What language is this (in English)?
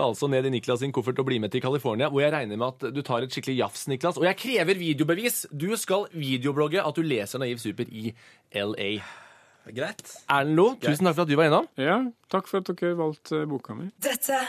Norwegian